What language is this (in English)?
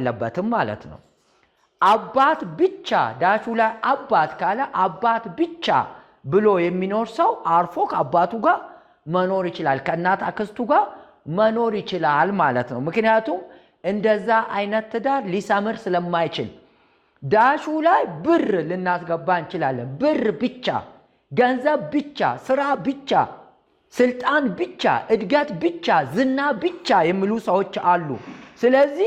Amharic